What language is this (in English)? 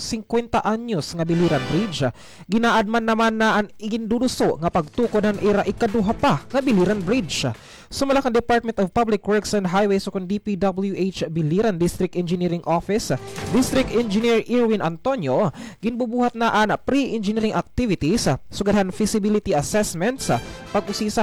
Waray